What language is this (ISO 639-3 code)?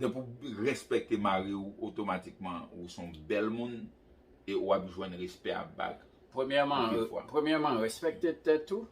hat